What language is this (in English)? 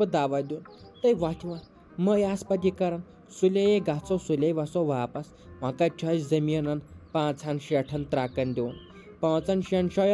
Kashmiri